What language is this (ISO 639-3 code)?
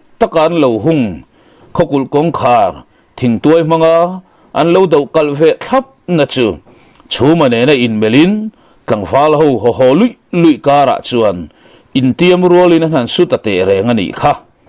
lus